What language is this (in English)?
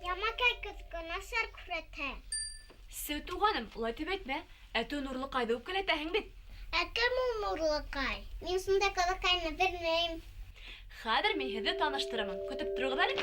Bashkir